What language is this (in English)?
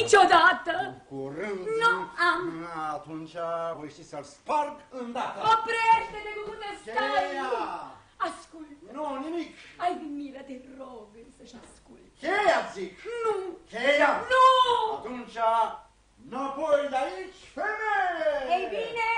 Romanian